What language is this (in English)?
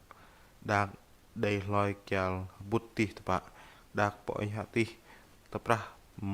Bahnar